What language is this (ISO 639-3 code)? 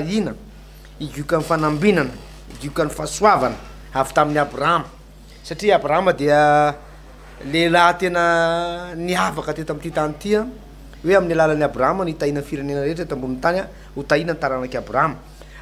mlg